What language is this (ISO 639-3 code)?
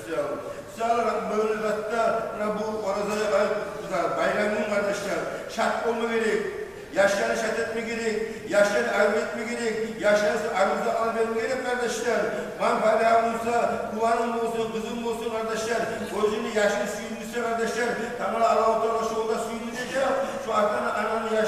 kum